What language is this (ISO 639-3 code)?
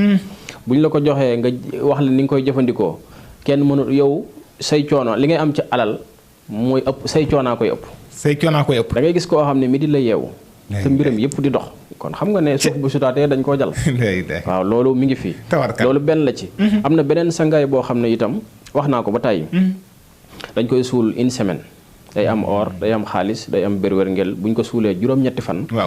wol